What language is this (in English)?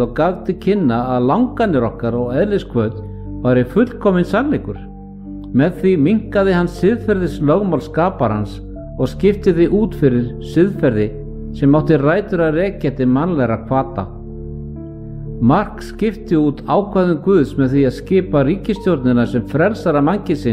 Icelandic